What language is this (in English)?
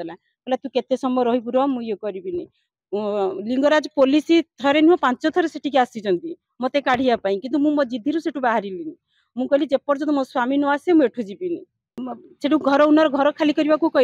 Odia